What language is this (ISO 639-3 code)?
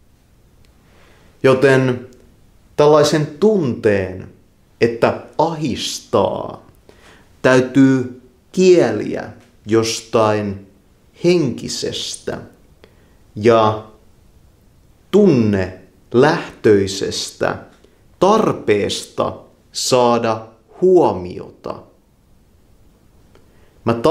fin